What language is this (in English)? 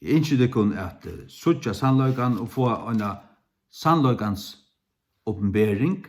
Faroese